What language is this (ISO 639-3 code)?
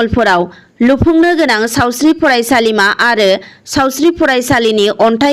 brx